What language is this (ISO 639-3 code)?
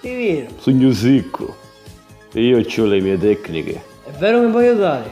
scn